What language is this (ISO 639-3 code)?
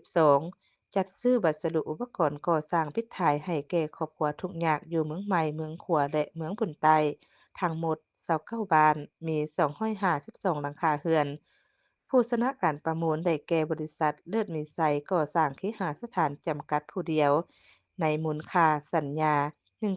lao